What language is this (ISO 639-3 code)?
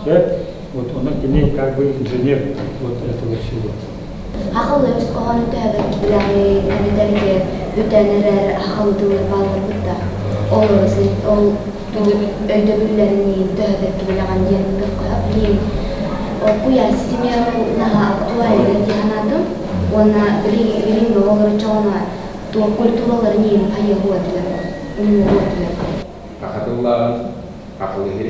sah